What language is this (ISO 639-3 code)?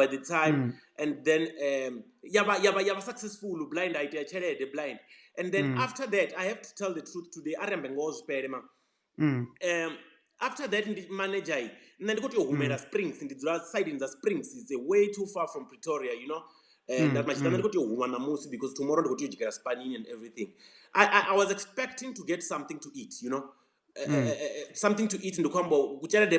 ven